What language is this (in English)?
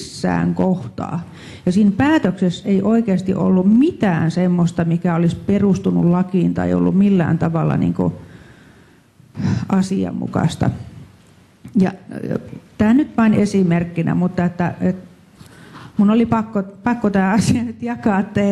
Finnish